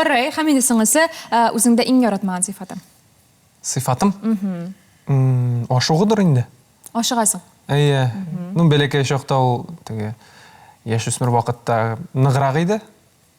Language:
Tatar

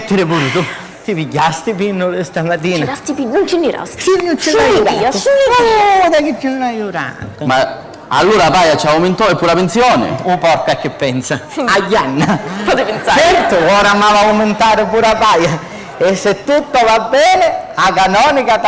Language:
Sicilian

